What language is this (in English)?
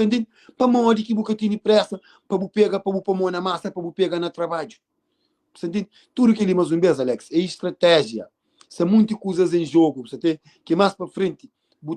Kabuverdianu